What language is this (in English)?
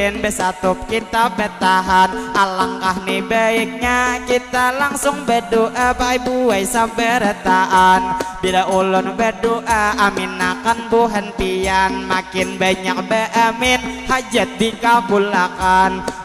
Banjar